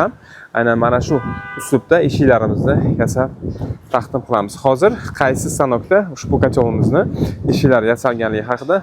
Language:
Uzbek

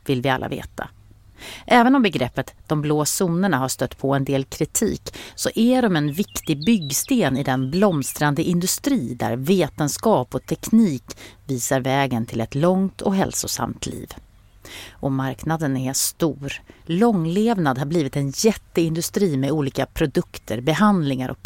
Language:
Swedish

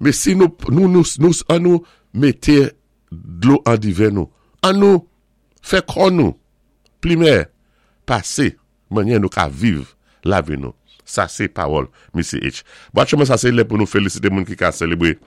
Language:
Saint Lucian Creole French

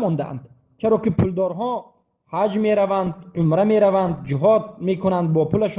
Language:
Tajik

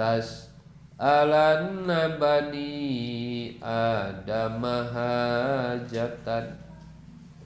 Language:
Sundanese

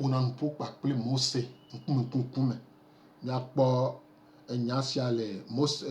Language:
Gen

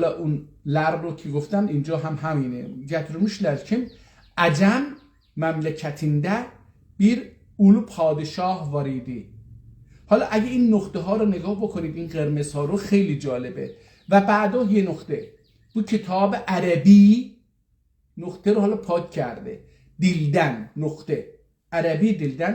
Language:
South Azerbaijani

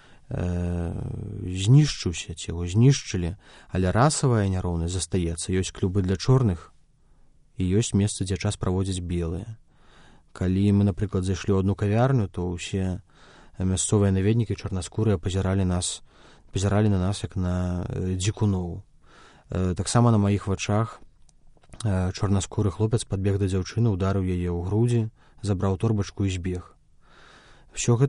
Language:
Belarusian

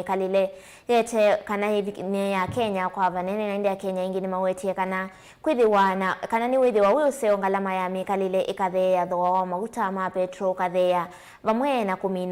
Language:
Kamba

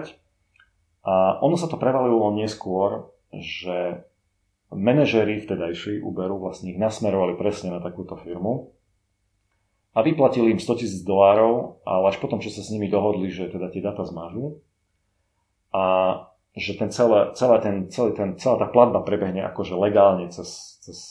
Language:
Slovak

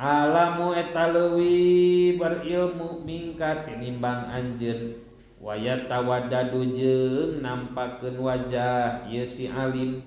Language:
Sundanese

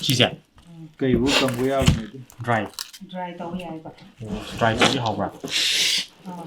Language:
Manipuri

